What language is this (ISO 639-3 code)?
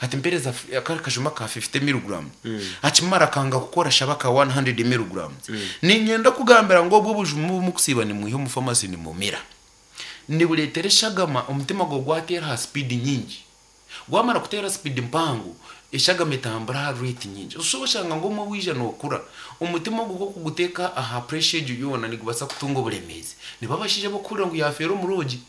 nyn